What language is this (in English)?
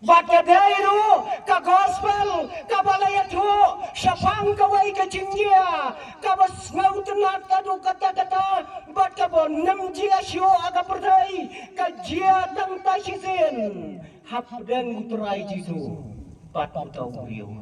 Khasi